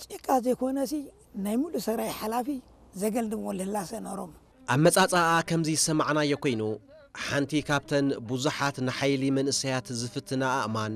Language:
Tigrinya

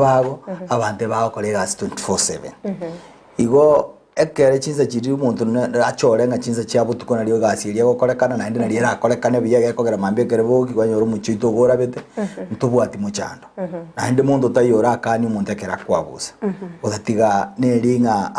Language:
Gusii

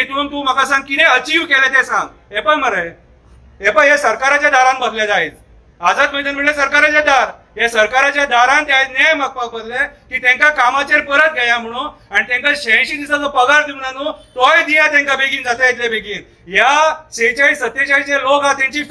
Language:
Konkani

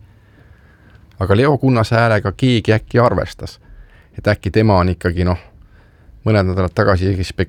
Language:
Estonian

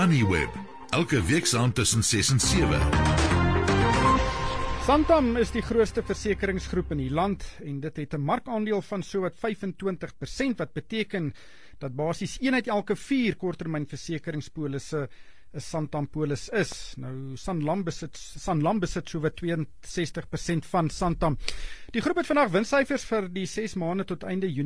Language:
Afrikaans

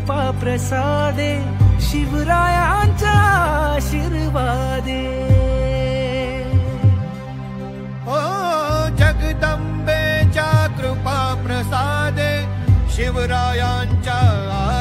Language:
Marathi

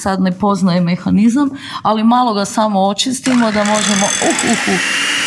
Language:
Croatian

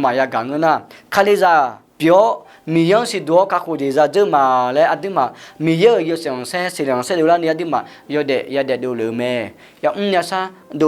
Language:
Akha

